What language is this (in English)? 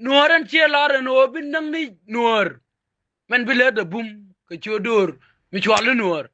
Nuer